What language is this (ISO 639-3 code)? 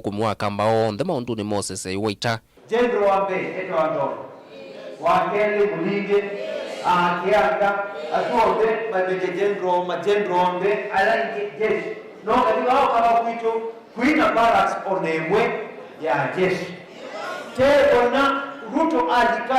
kam